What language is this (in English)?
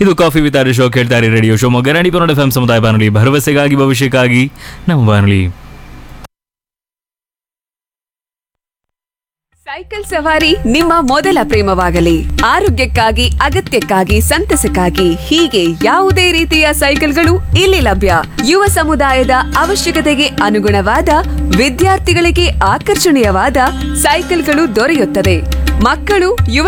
Kannada